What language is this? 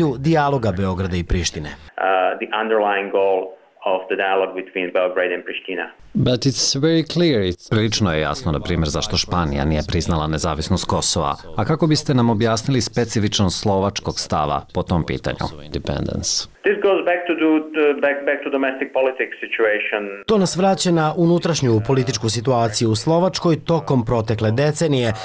Croatian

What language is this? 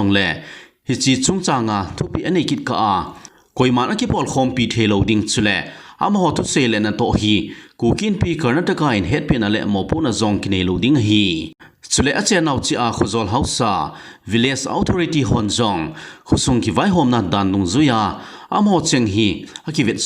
Thado Chin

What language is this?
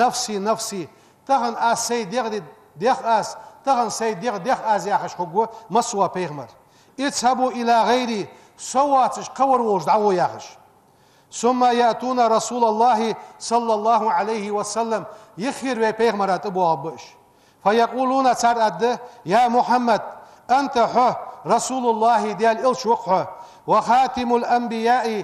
Ingush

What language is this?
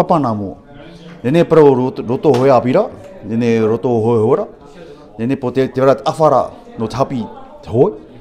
Tahitian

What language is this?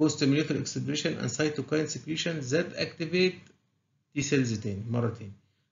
Egyptian Arabic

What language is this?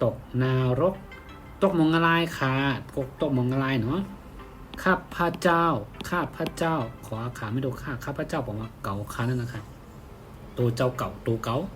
Shan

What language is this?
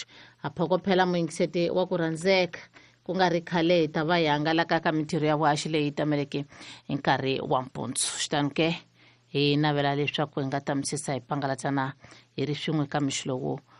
Tsonga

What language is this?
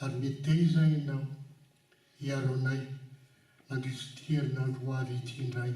Malagasy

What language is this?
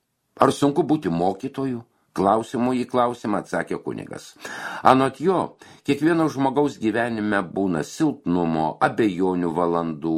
Lithuanian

